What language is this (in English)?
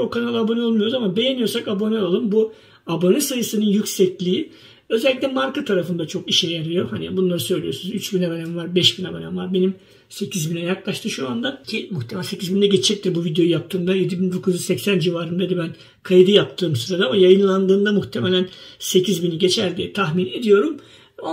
Turkish